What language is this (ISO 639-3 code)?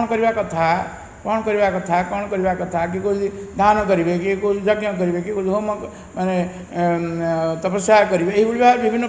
ori